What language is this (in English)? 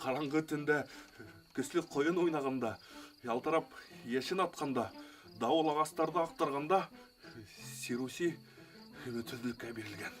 Bashkir